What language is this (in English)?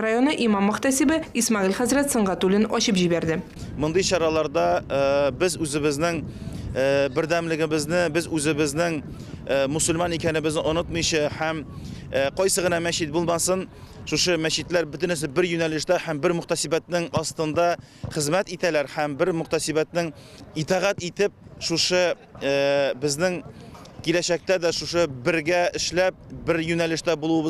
Tatar